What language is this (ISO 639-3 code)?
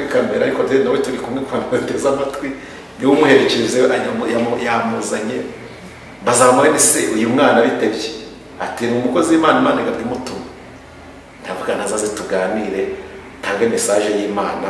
kin